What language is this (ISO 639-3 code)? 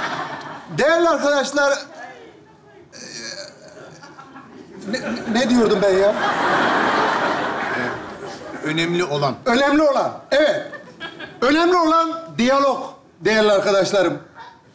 tur